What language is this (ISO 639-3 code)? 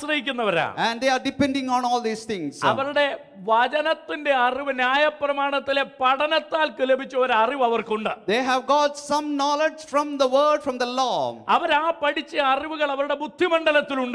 mal